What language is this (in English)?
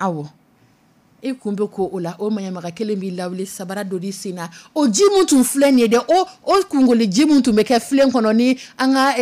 Dyula